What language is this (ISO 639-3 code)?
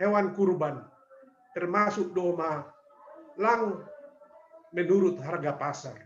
bts